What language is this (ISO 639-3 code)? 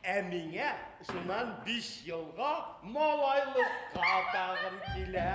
bak